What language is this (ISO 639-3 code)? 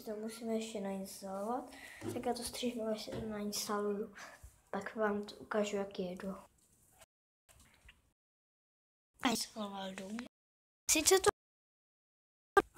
ces